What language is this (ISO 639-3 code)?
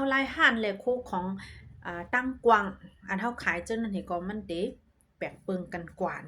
shn